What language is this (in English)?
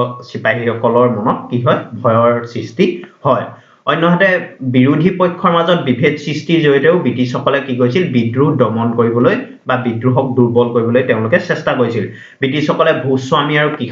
Assamese